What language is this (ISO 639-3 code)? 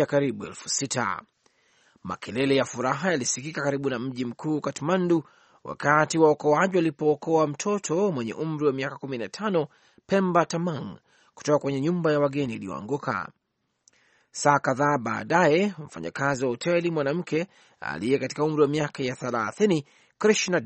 swa